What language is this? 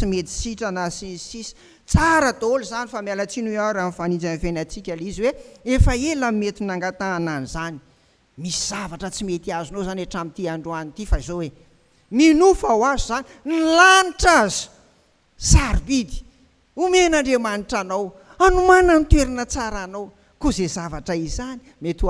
Malagasy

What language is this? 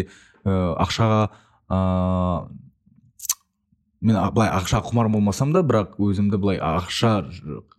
Kazakh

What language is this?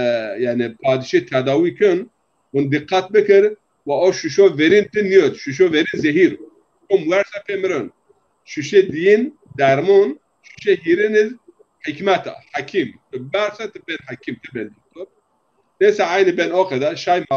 Zaza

